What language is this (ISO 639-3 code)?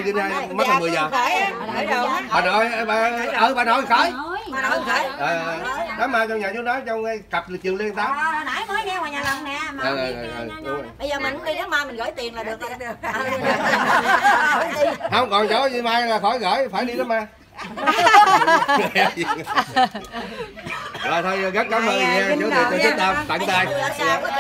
vie